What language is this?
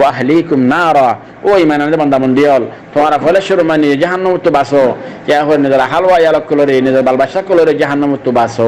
Rohingya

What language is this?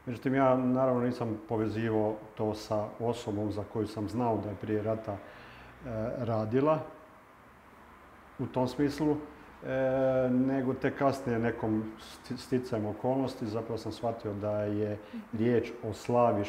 Croatian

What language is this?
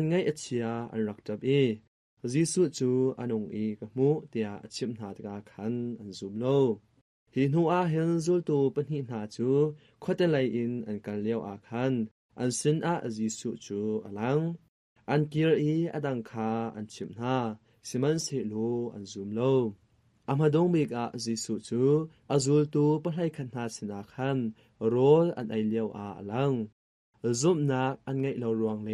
Hakha Chin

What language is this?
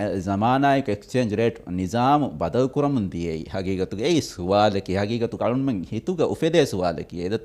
Divehi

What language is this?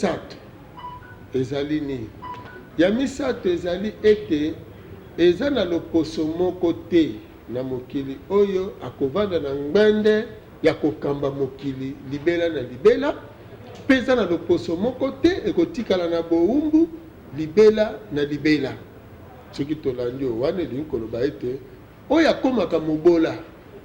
Lingala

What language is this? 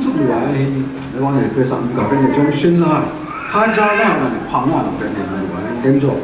Kachin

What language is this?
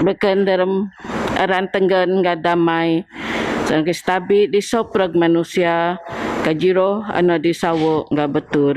Biatah Bidayuh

